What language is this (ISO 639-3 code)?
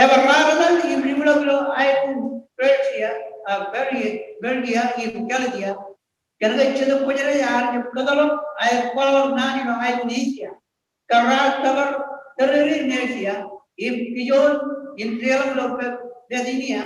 mah